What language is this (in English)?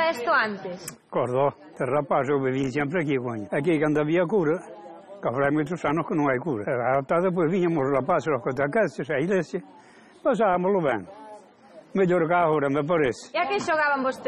Galician